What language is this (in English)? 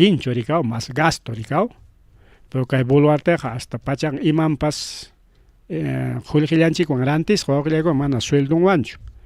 Ayacucho Quechua